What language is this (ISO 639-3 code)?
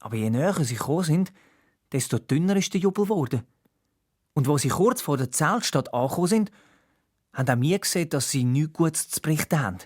gsw